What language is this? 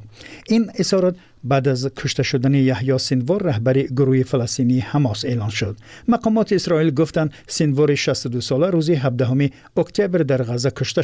Persian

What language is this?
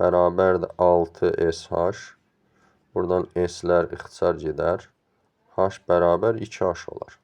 Azerbaijani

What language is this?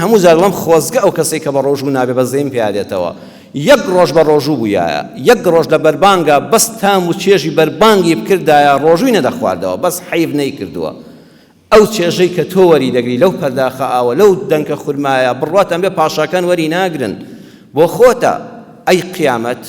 Central Kurdish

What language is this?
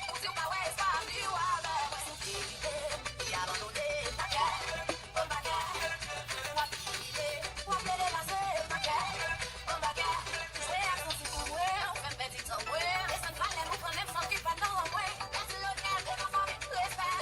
Haitian Creole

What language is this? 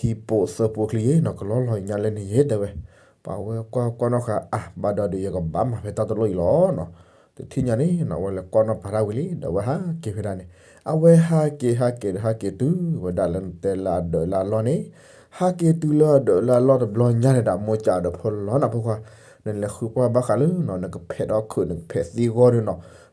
S'gaw Karen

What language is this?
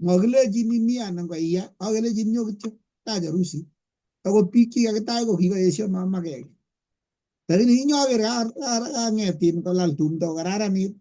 Kalenjin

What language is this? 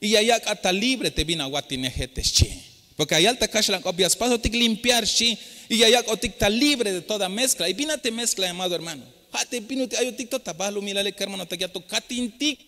Tzeltal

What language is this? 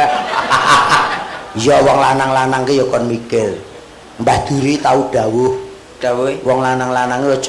Javanese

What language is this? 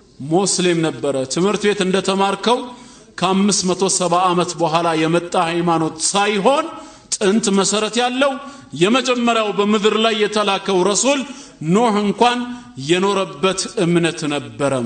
Amharic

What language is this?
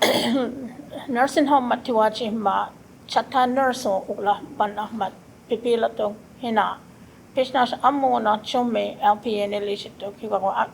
Choctaw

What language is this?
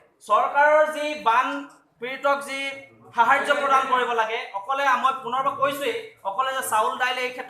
Assamese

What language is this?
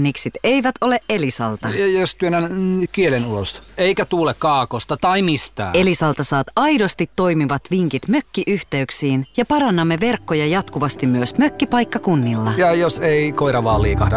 Finnish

